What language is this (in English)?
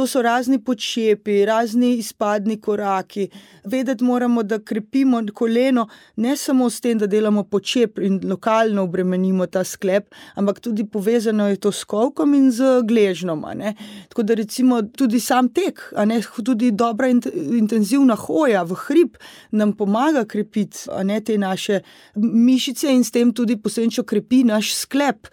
Slovenian